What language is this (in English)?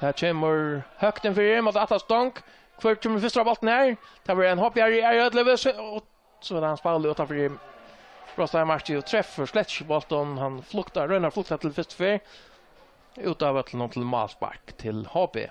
Faroese